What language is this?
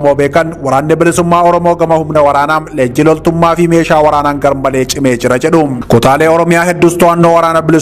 Oromo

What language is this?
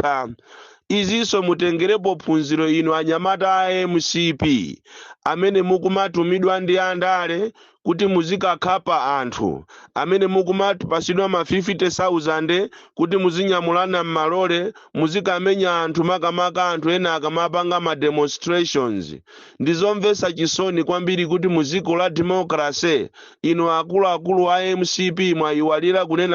Nyanja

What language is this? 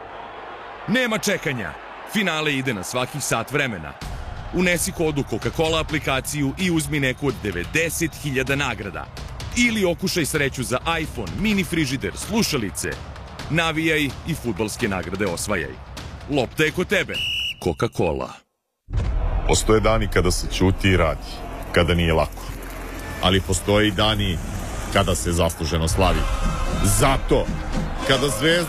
Serbian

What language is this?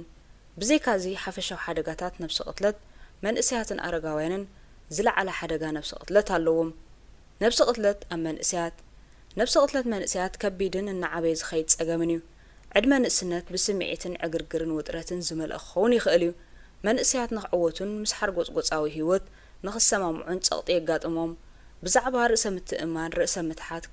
Tigrinya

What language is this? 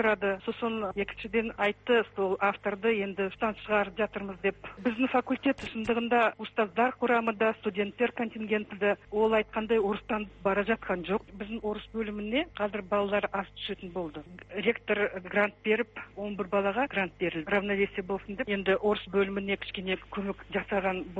Kazakh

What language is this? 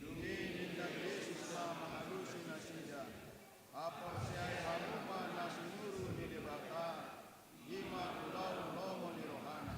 Batak Toba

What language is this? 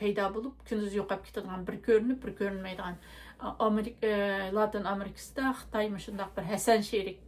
Uyghur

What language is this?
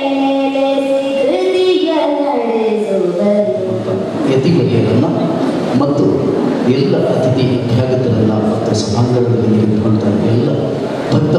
Kannada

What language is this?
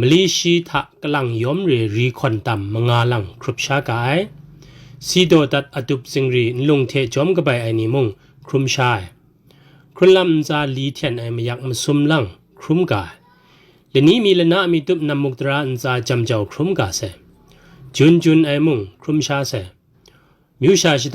Kachin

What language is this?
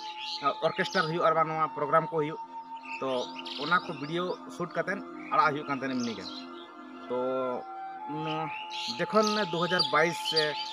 Santali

